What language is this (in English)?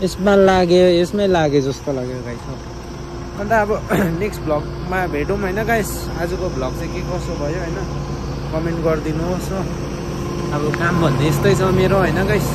Nepali